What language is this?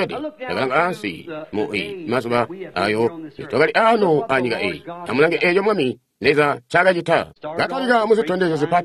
Tonga (Zambia)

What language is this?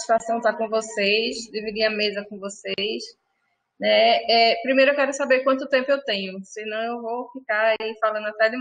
Portuguese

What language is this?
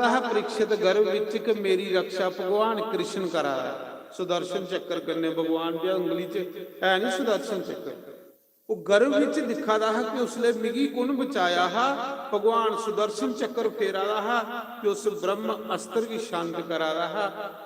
Dogri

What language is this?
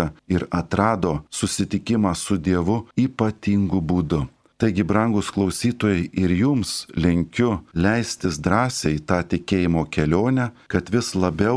Lithuanian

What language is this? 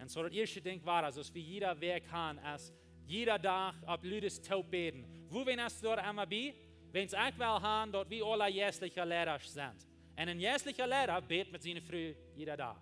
Plautdietsch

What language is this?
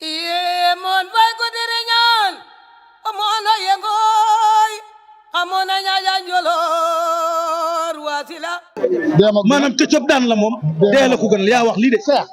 Wolof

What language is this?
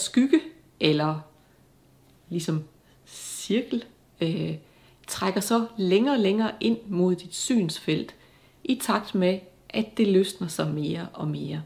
Danish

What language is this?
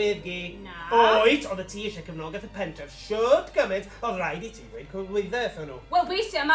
Welsh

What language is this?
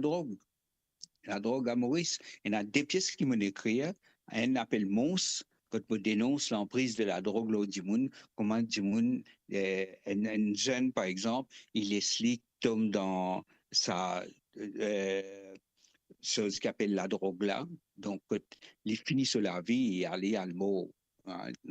Morisyen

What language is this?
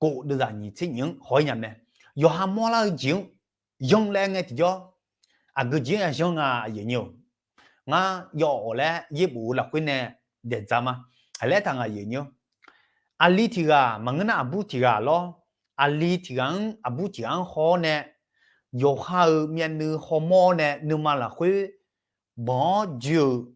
Akha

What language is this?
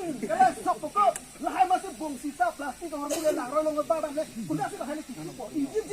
Karbi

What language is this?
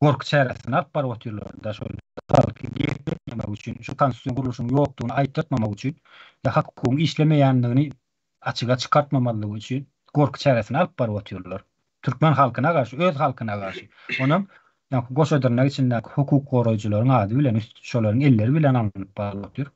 Turkmen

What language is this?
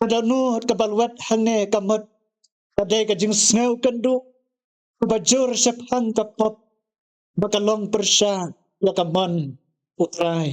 Khasi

